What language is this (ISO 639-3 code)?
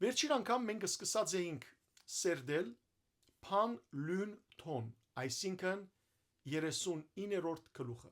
hyw